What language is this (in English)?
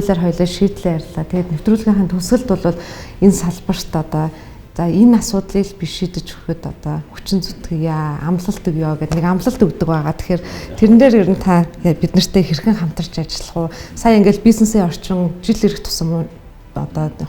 Mongolian